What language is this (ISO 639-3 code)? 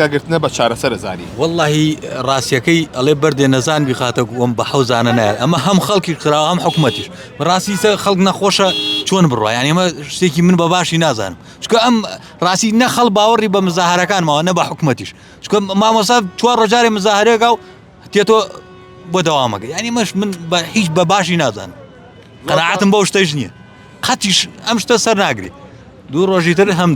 ckb